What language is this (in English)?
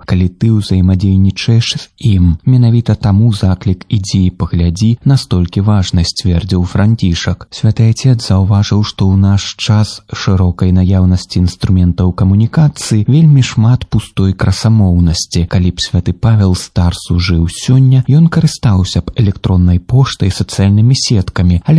Belarusian